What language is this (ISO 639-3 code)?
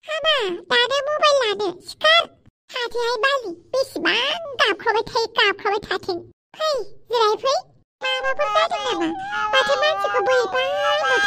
brx